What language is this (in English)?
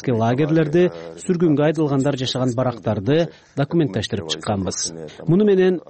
Kyrgyz